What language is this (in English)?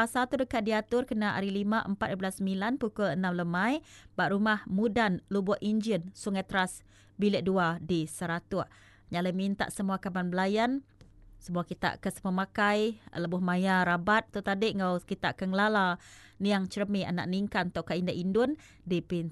Iban